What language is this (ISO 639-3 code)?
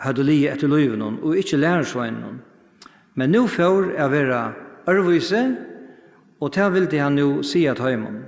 fao